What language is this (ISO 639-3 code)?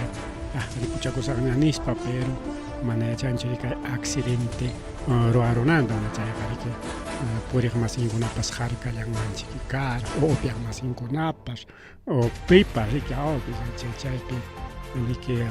quy